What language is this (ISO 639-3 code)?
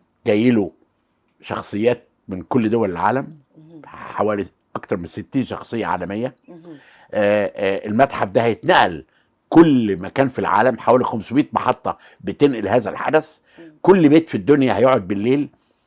arz